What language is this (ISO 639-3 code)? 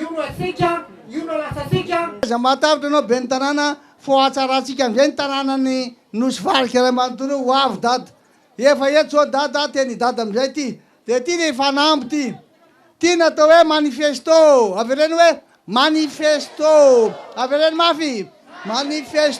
mlg